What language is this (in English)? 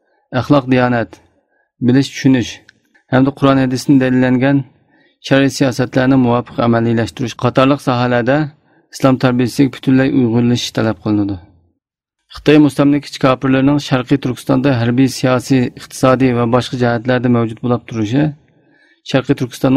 Uyghur